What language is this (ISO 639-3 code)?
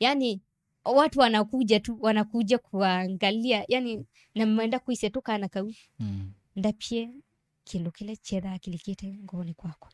kam